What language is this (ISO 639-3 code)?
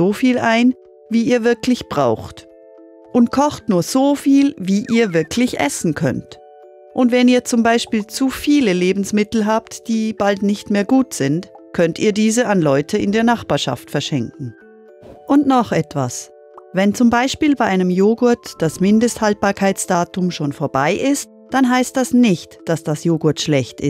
gsw